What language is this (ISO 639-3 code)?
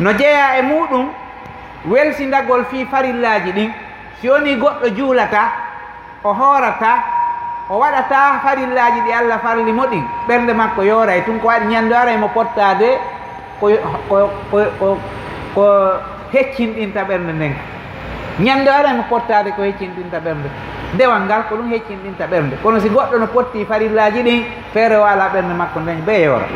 ful